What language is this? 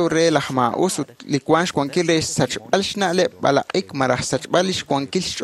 Kekchí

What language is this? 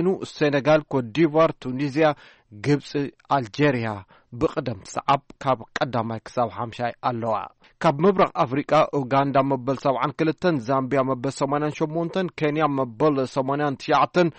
Tigrinya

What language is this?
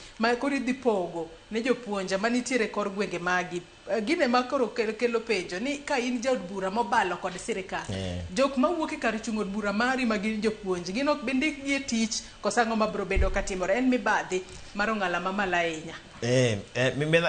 Luo (Kenya and Tanzania)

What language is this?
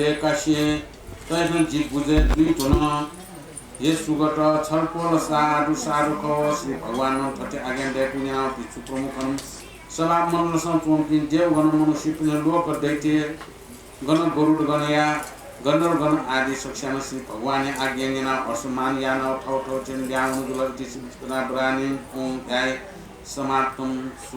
Newari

